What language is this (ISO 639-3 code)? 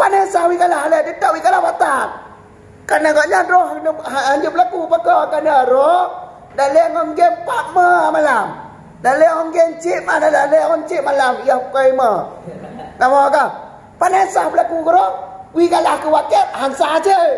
ace